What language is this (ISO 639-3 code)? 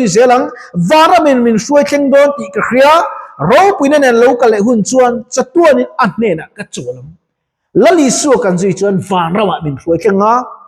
lus